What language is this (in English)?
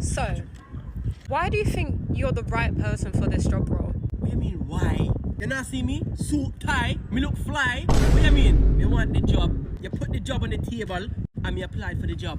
Jamaican Creole English